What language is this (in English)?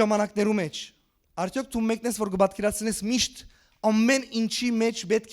Western Armenian